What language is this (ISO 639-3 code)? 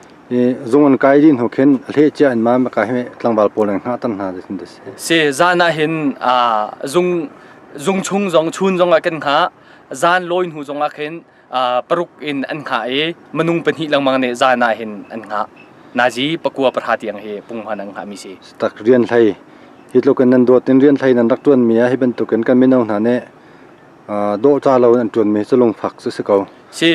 cnh